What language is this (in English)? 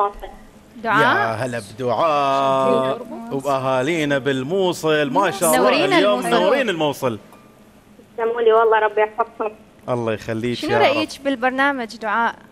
Mesopotamian Arabic